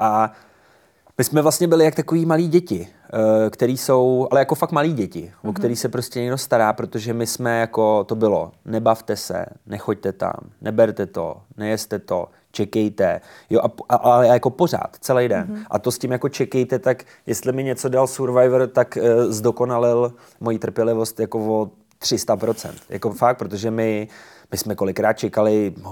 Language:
Czech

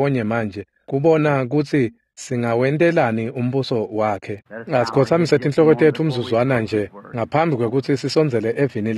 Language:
Swati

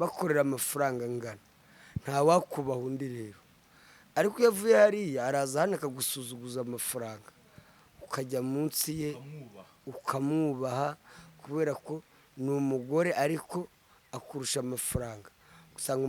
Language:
Kinyarwanda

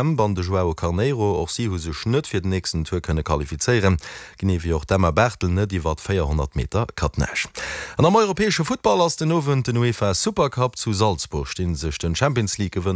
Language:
Luxembourgish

